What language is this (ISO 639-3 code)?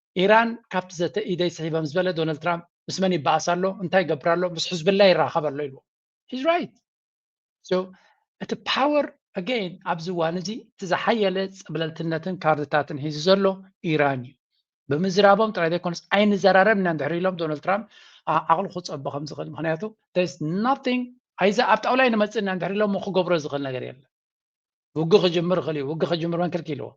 tir